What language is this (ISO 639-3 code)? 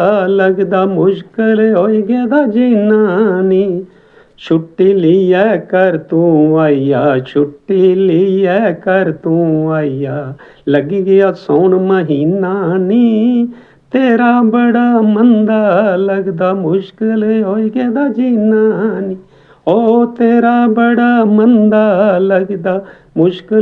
doi